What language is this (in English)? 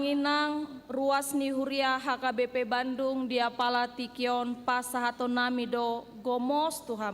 Batak Toba